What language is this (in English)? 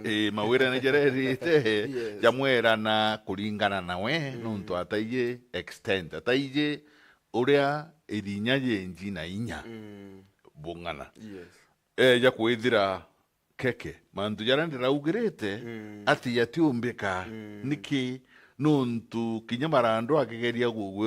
Meru